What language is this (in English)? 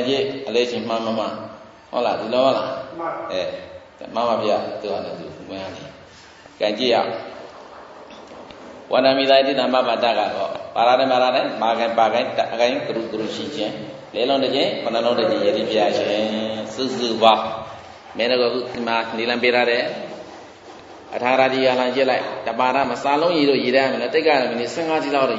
Burmese